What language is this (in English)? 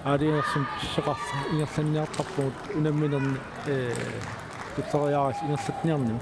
Kalaallisut